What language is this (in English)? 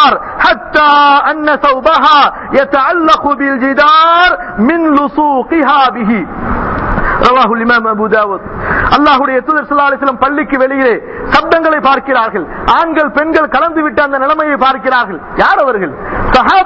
Tamil